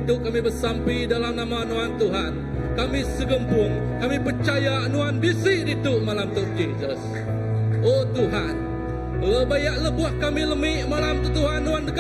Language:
Iban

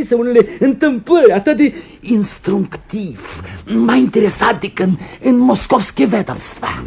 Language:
Romanian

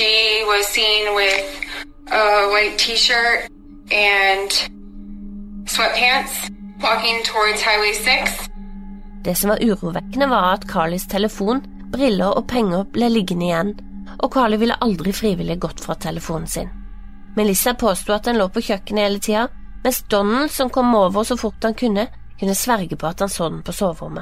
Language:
Norwegian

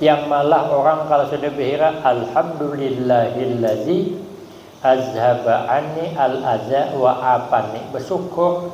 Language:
Banjar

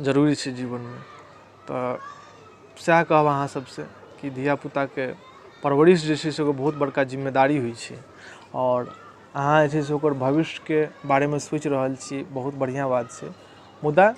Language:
Maithili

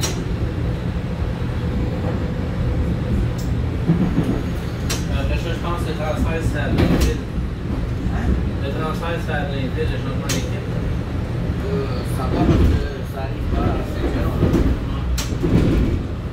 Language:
French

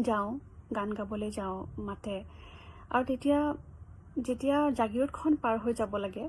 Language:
Assamese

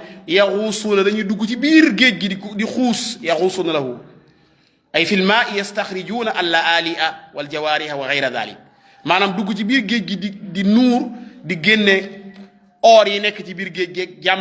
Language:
Wolof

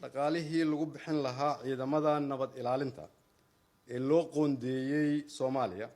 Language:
Somali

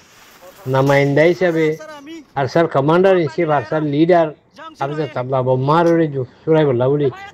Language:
Rohingya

